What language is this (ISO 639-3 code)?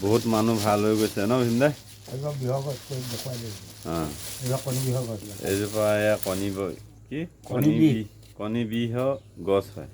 asm